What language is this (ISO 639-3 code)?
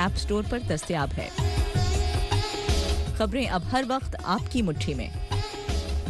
urd